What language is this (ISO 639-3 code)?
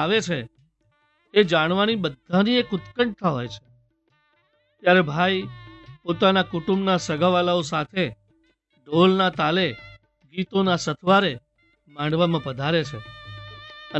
guj